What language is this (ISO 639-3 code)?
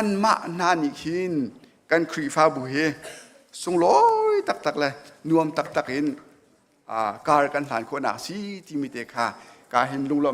cnh